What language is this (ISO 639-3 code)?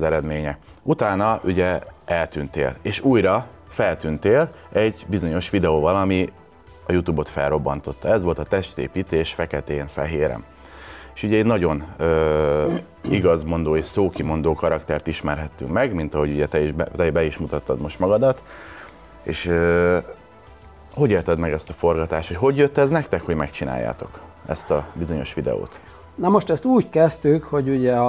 hun